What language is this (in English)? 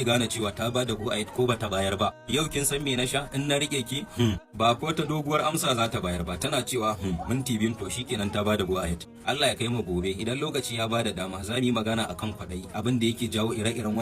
Hausa